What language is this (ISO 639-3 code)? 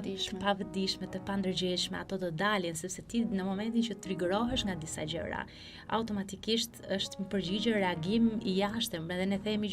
sqi